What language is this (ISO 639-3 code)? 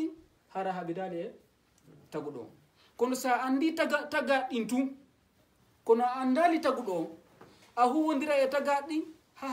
ful